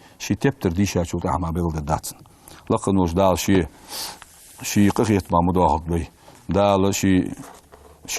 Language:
Ingush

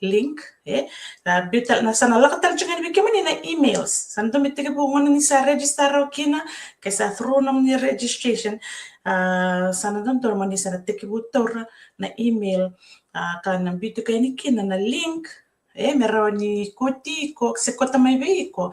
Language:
Fijian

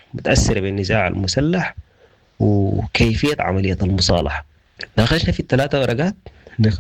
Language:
Sudanese Arabic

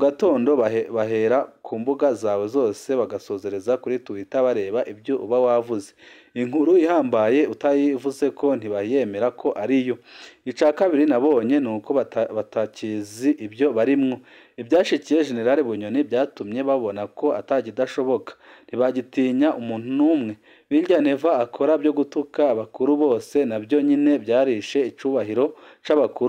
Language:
Rundi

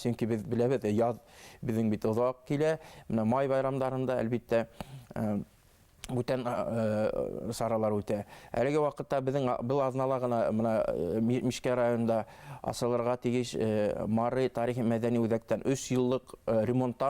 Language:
Bashkir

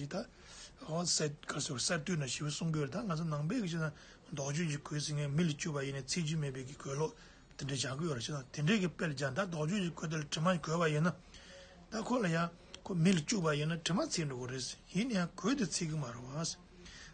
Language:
Tibetan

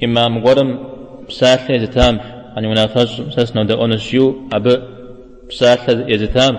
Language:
Kabardian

